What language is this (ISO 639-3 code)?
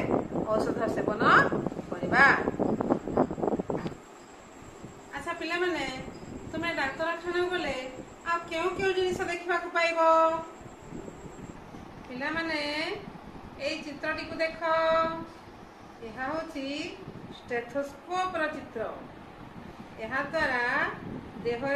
ori